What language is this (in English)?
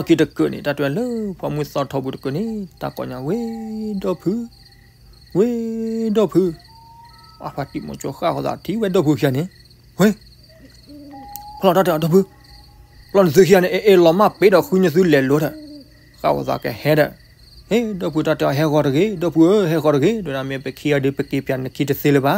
S'gaw Karen